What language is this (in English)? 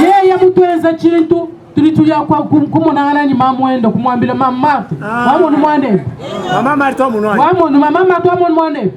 Luba-Lulua